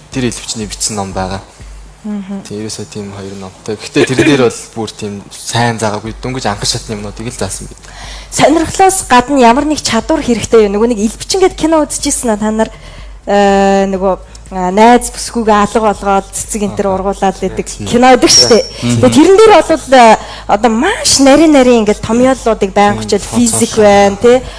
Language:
Mongolian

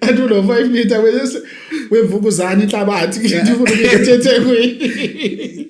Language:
Zulu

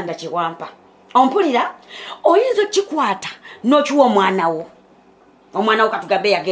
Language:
Ganda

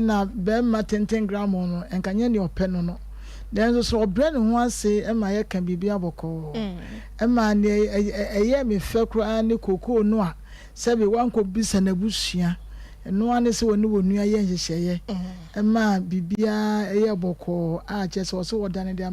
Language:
Akan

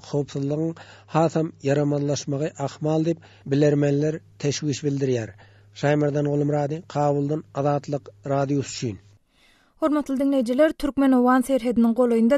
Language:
Turkmen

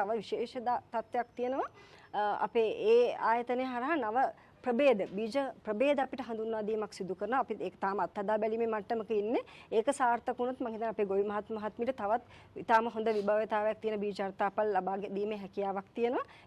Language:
Sinhala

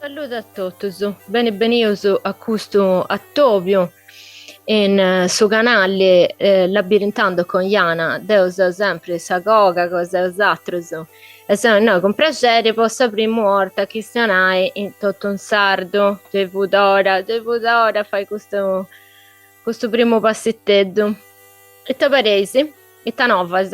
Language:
Sardinian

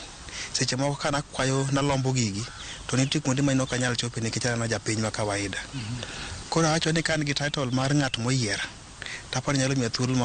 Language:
Luo (Kenya and Tanzania)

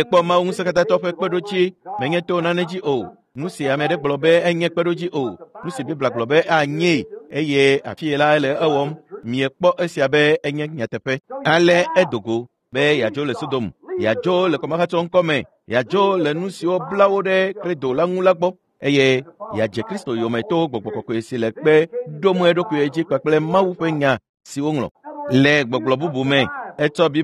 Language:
Ewe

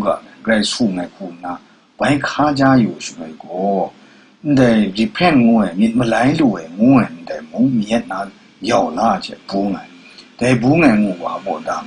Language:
Kachin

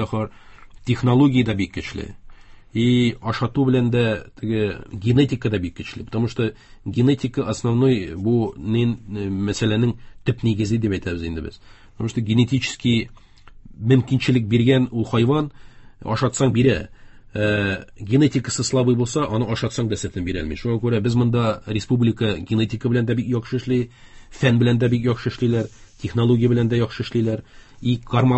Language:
Tatar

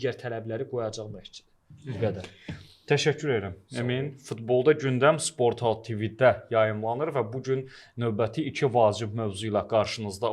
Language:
Azerbaijani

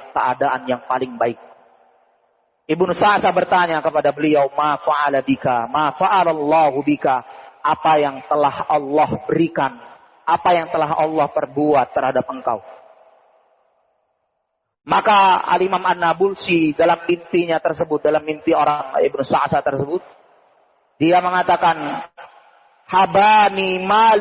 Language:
Indonesian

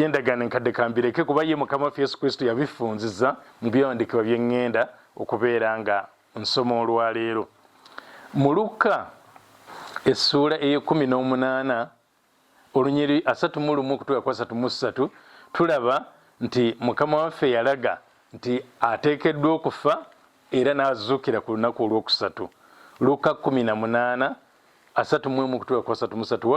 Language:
Ganda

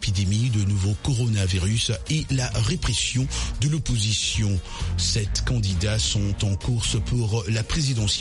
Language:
French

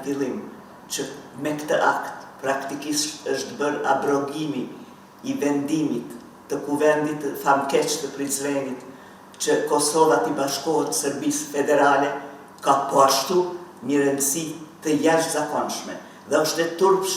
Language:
Albanian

